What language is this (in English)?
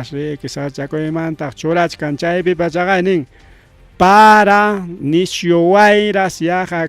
Ayacucho Quechua